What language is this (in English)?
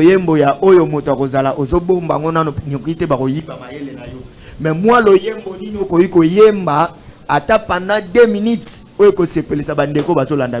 Lingala